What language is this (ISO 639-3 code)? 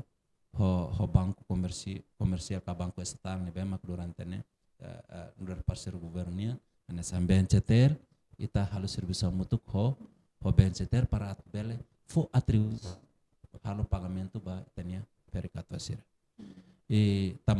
tet